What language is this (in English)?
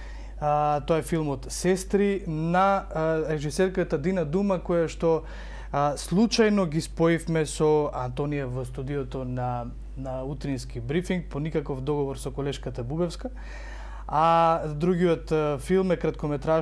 Macedonian